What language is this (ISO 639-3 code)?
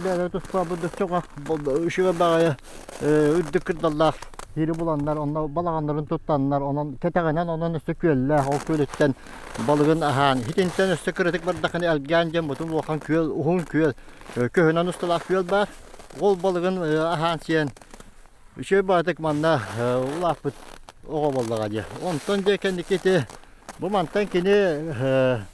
sah